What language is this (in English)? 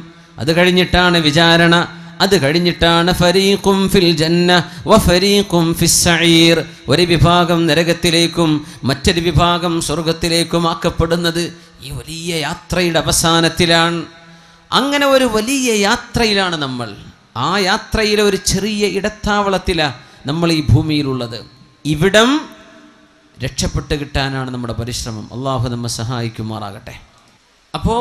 Malayalam